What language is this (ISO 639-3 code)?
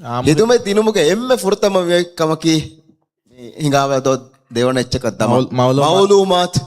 div